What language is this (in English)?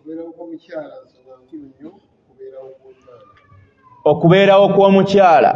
Ganda